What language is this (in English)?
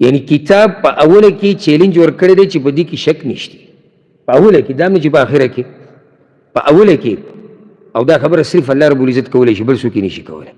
Pashto